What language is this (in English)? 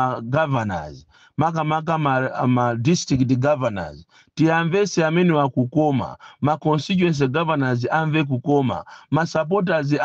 Nyanja